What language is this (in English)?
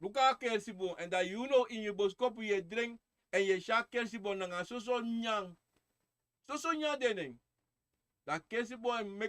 Sranan Tongo